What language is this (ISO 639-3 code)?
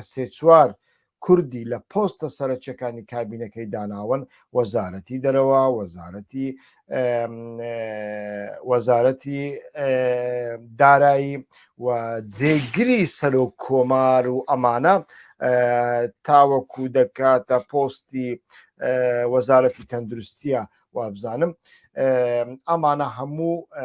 ckb